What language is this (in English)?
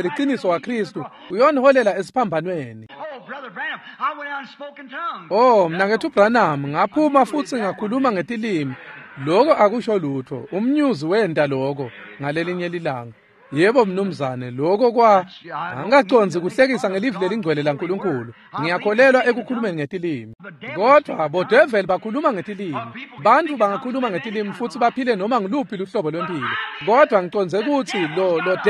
Swati